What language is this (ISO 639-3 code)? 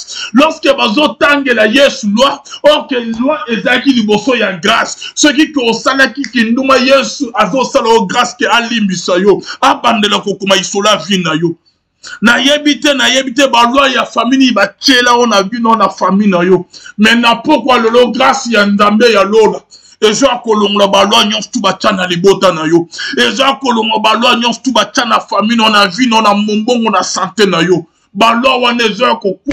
lin